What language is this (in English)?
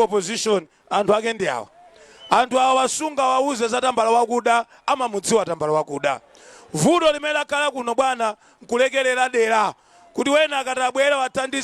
Nyanja